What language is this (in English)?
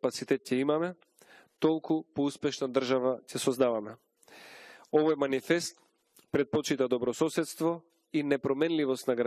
Macedonian